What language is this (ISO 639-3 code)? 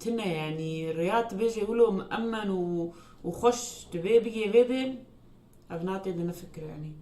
apc